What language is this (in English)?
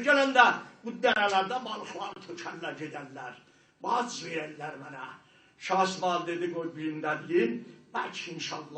South Azerbaijani